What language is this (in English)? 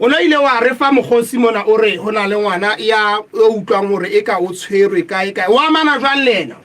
Southern Sotho